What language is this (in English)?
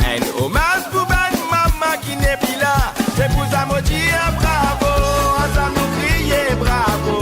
Morisyen